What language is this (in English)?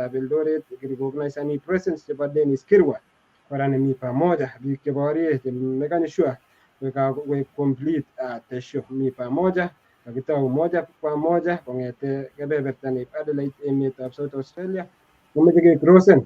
Kalenjin